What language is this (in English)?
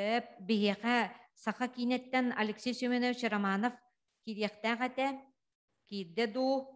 Yakut